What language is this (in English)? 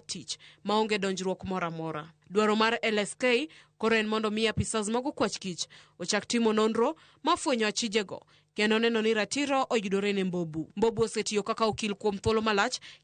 Luo (Kenya and Tanzania)